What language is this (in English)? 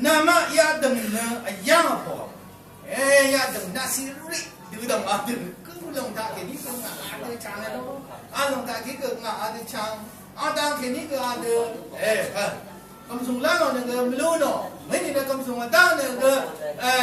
Rawang